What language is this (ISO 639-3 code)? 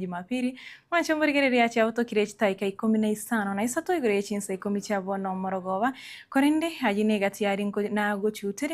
guz